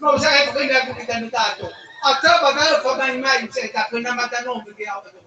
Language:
Nias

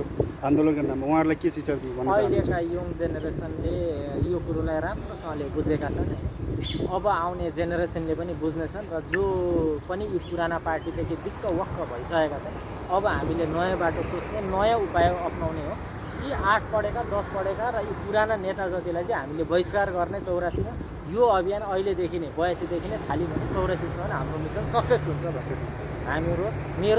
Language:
Nepali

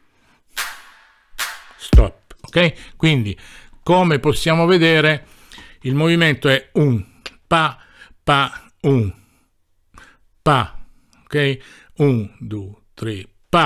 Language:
Italian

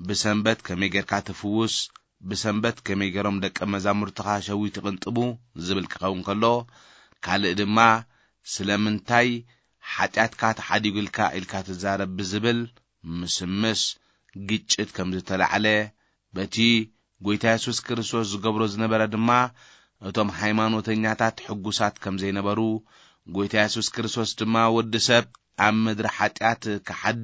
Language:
Tigrinya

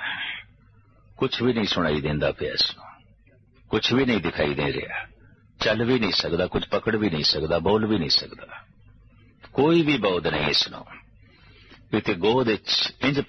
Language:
Punjabi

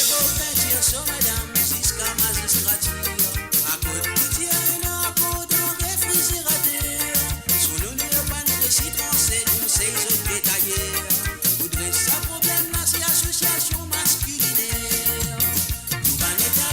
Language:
Morisyen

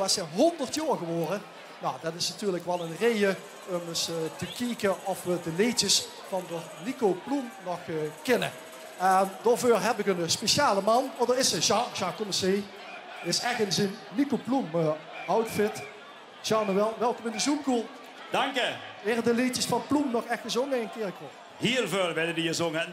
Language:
Limburgish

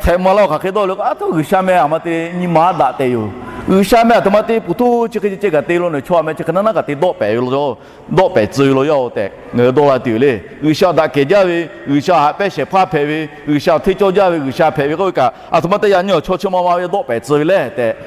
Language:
Lahu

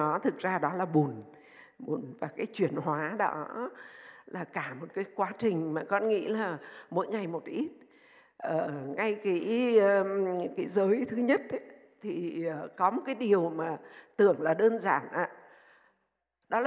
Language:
Vietnamese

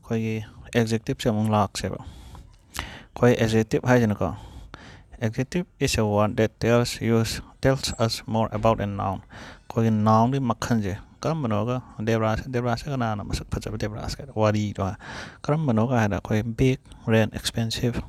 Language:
Manipuri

